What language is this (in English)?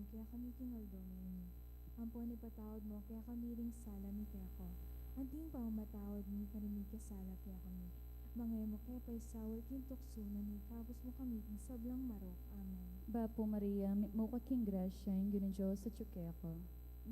Pampanga